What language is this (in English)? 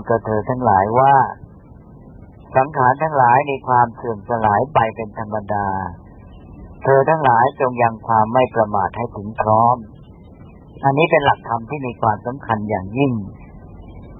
Thai